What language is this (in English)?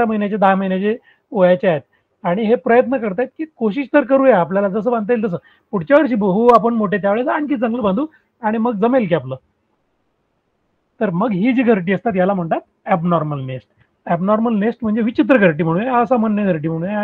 Marathi